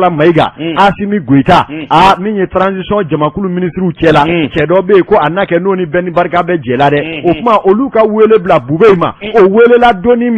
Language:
Bambara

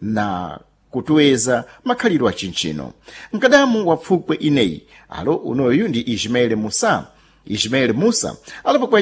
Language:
Sena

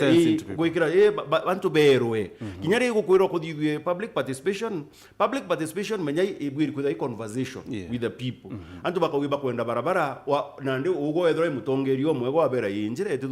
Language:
Meru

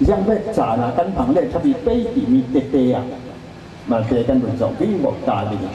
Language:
Falam Chin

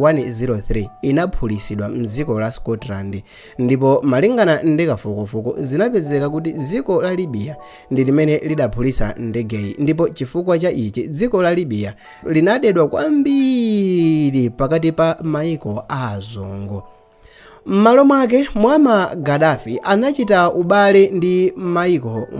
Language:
Nyanja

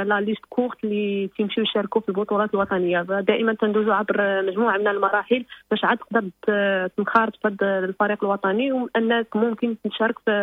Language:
Moroccan Arabic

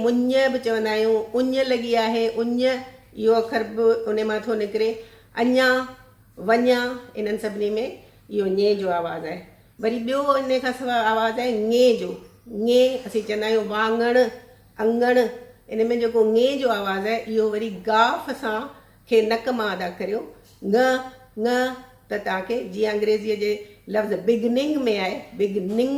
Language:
Sindhi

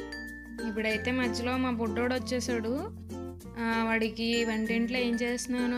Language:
Telugu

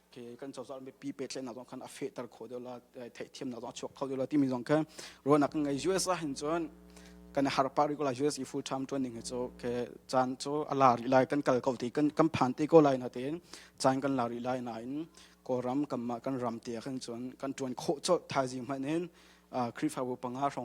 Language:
Hakha Chin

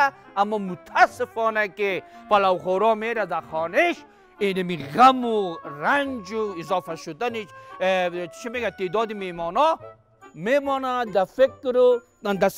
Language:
Persian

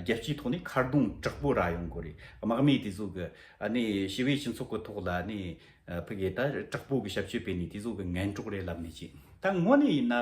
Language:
Tibetan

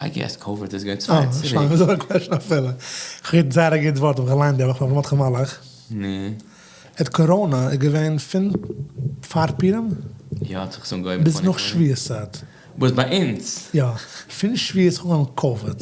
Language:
Yiddish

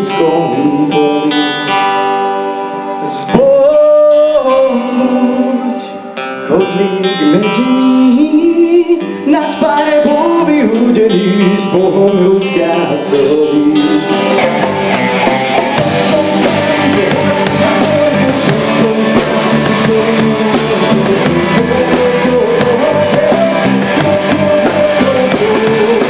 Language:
Slovak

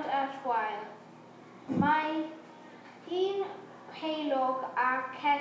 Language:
Welsh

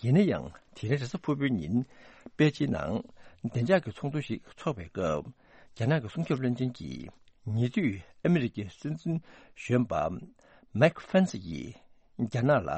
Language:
Tibetan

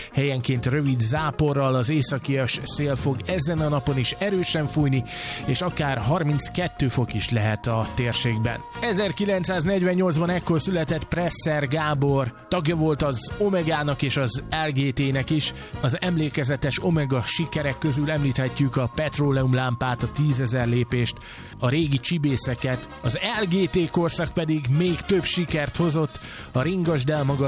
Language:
Hungarian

